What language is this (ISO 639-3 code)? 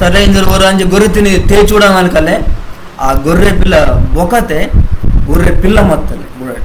kff